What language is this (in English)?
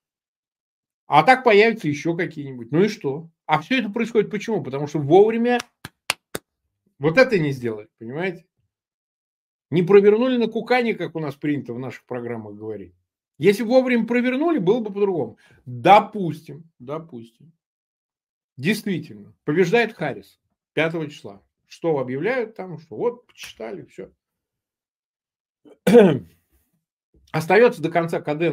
Russian